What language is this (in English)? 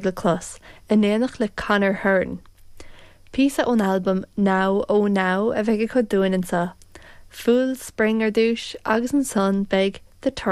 Irish